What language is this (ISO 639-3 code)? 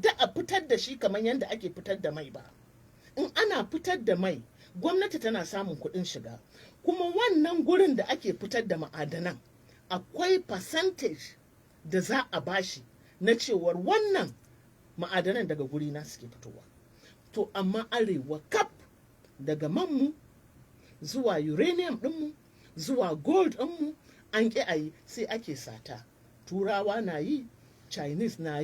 hau